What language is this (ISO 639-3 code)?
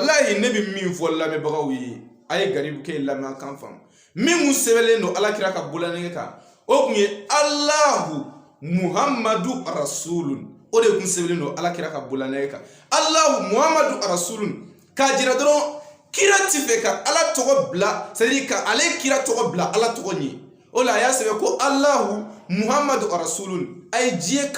bam